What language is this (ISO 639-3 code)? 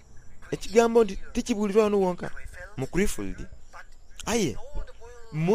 xog